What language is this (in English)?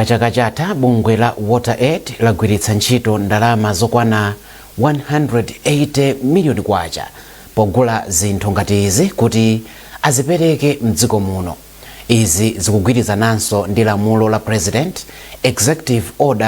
Nyanja